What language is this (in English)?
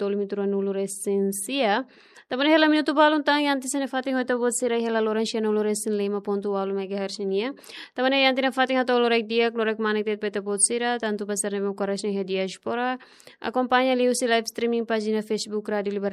Tetum